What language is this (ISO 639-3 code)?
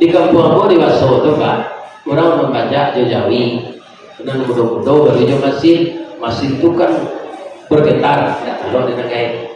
min